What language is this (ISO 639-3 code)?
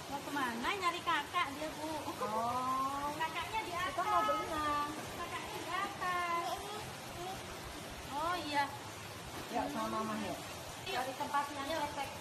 ind